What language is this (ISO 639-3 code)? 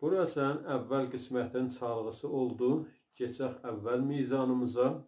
azb